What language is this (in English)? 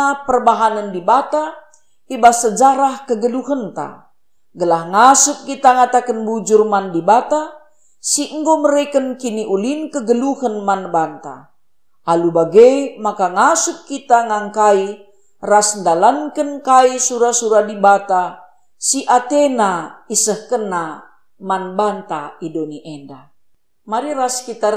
Batak Karo